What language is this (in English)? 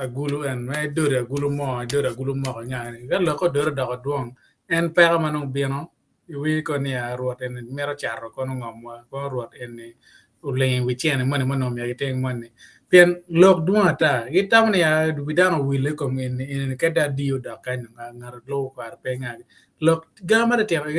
Acoli